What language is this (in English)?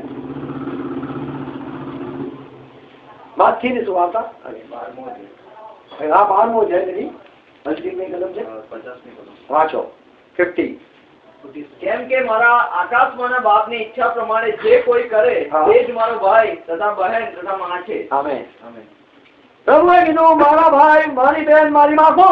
Gujarati